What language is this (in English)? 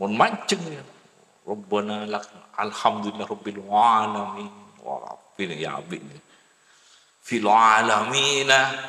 Madurese